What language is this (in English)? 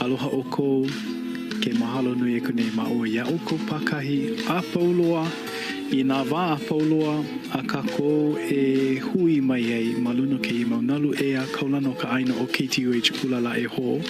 Hawaiian